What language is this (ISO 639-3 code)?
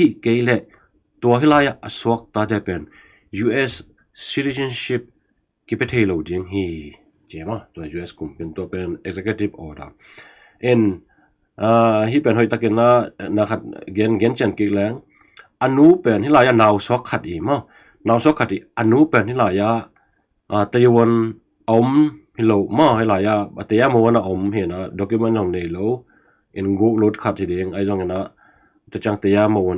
ctd